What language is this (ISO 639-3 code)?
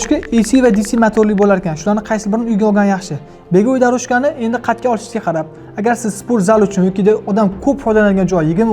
uzb